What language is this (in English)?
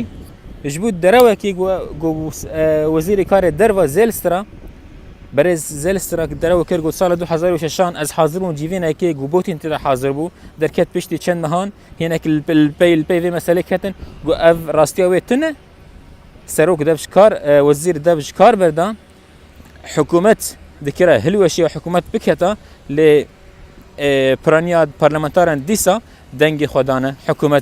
Kurdish